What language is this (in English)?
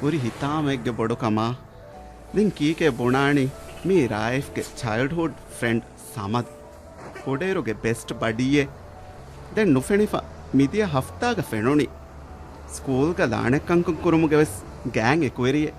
Divehi